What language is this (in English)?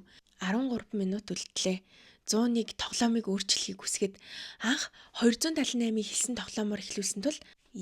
Mongolian